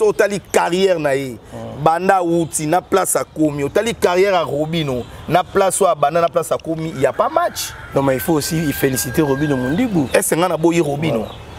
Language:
Lingala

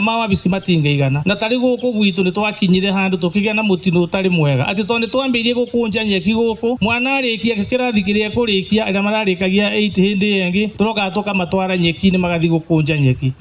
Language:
Kikuyu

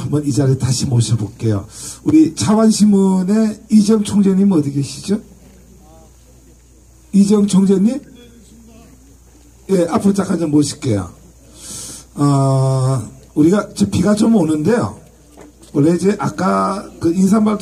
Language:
Korean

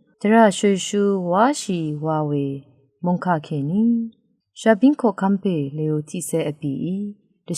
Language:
Rawang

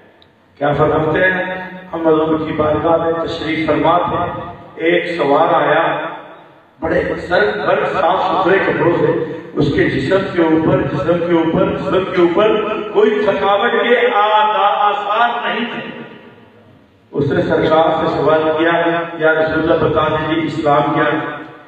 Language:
Urdu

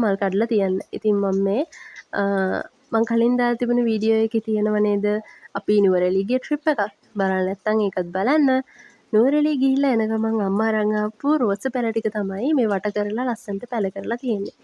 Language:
Sinhala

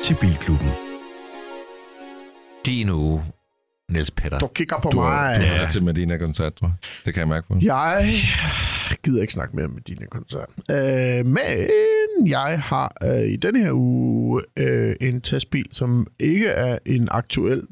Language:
Danish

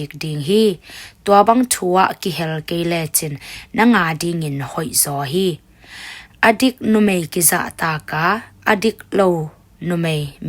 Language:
Tedim Chin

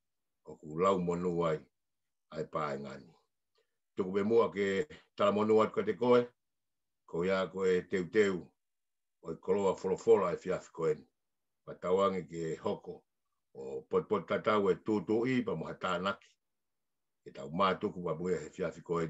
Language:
Tongan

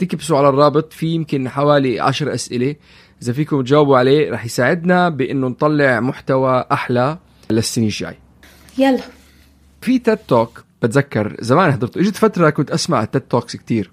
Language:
North Levantine Arabic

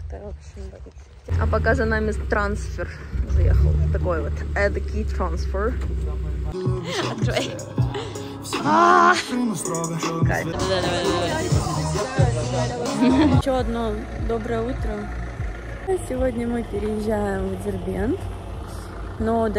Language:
Russian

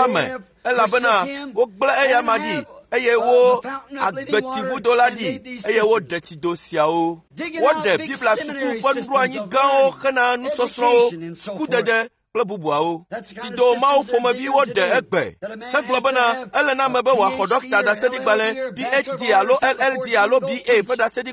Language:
Ewe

